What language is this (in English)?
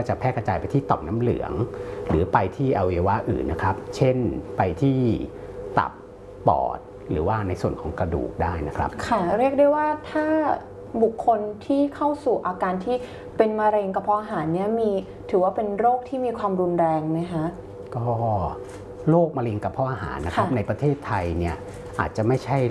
Thai